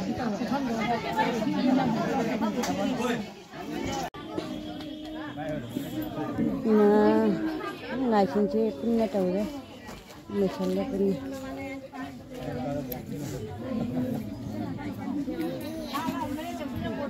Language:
Manipuri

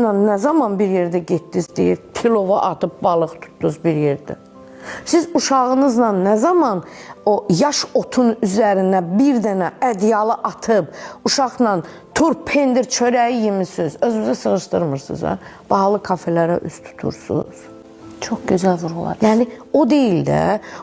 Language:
Azerbaijani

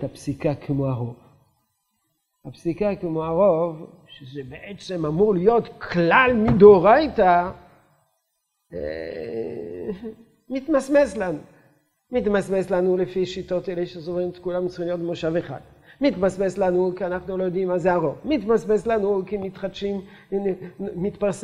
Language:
Hebrew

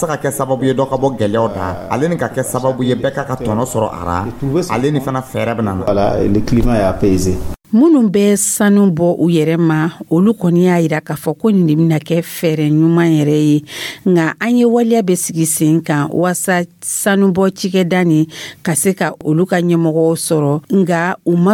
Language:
Dyula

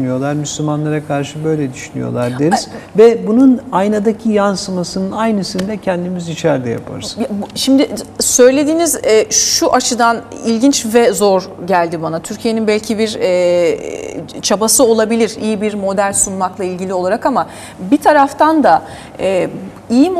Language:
Turkish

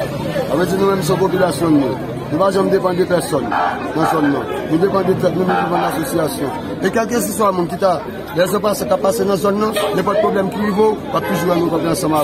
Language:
Haitian Creole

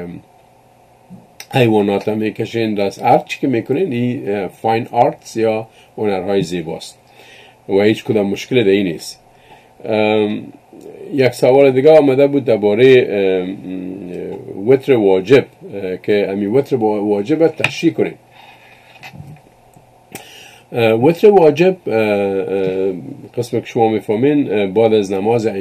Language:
Persian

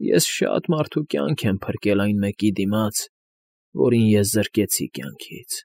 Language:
Armenian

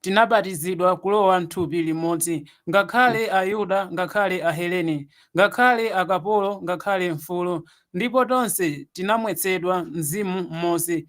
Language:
Nyanja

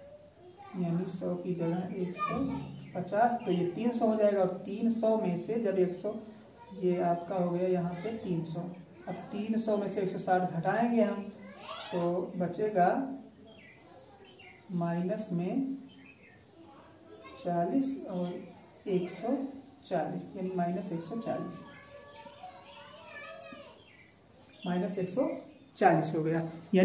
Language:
Hindi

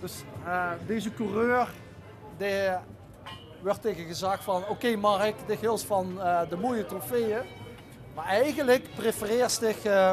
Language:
Limburgish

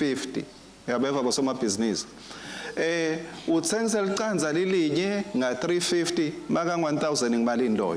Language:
Swati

